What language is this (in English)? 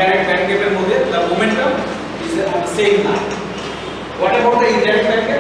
Bangla